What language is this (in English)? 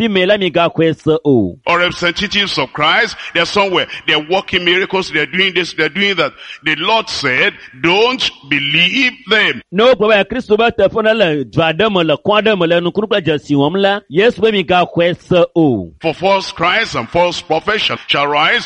Ewe